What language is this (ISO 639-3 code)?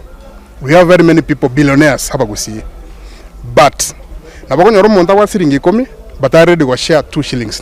guz